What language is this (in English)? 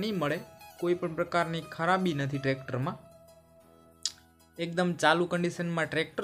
Gujarati